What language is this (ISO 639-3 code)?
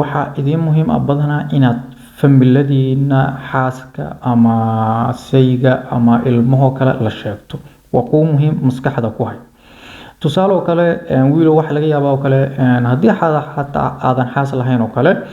som